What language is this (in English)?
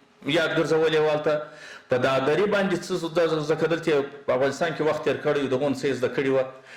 Pashto